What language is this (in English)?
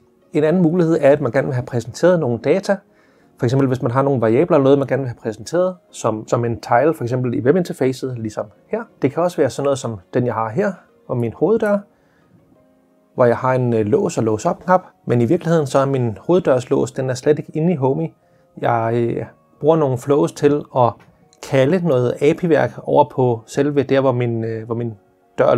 Danish